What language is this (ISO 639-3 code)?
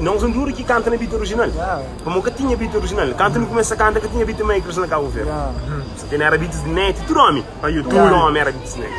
kea